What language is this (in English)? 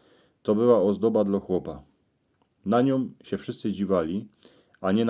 Silesian